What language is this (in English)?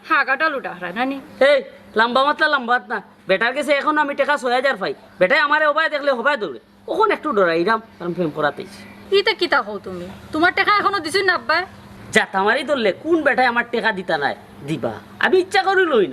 Sylheti